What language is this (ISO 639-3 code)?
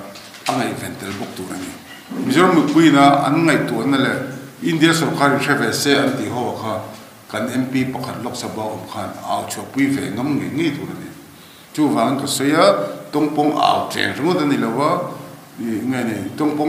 lus